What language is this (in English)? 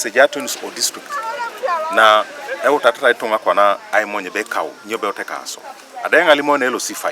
Teso